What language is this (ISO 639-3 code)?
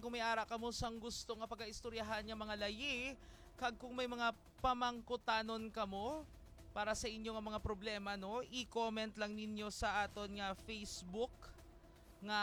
hil